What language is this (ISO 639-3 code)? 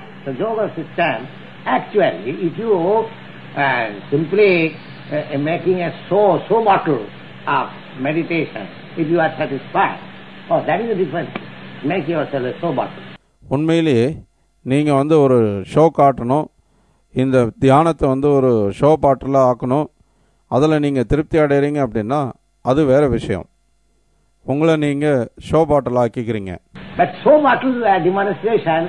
tam